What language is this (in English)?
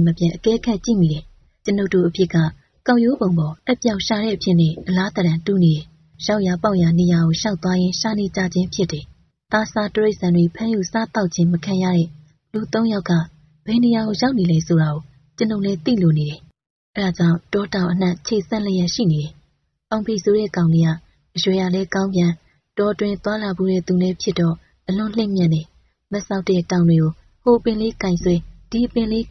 Burmese